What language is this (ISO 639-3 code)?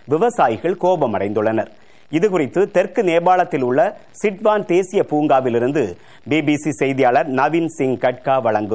tam